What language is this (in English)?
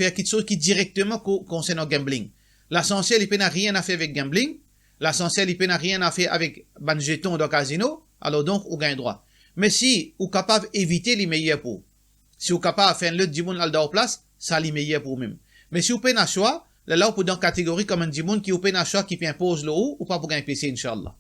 Morisyen